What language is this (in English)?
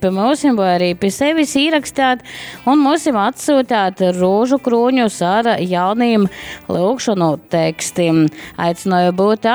Latgalian